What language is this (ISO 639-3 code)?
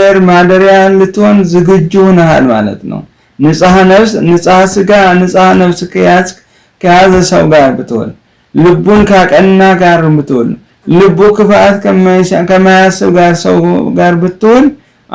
amh